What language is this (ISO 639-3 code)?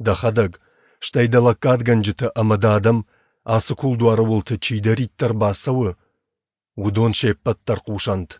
oss